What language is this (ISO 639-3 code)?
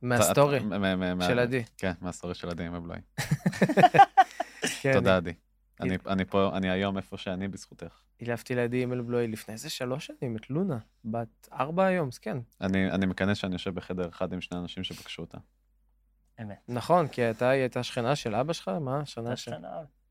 heb